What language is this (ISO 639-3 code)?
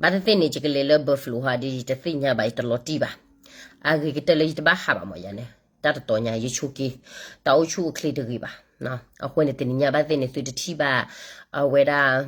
ksw